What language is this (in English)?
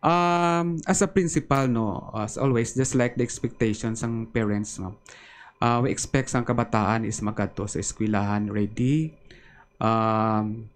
Hiligaynon